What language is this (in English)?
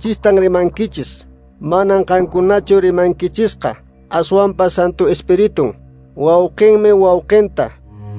Quechua